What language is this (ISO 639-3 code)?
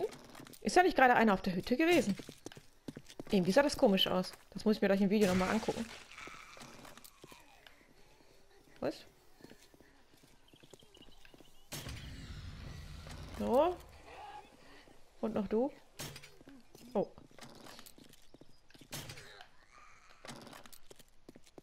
deu